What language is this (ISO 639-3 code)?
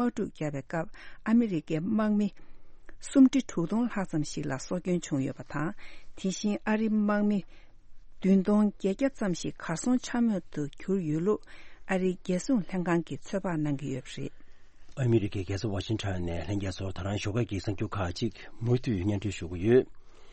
bod